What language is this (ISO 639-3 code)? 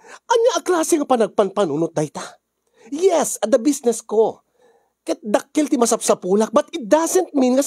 ilo